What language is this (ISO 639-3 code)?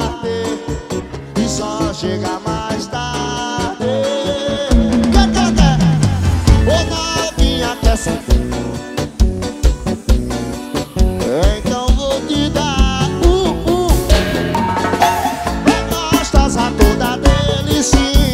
por